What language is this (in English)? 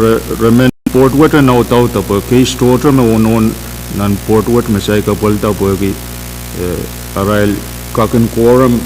Pohnpeian